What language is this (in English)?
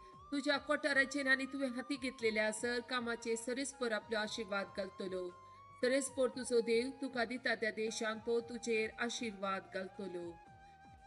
Konkani